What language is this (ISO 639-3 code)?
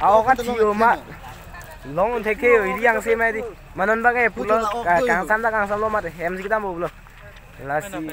mjw